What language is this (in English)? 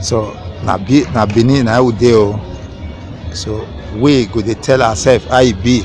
Nigerian Pidgin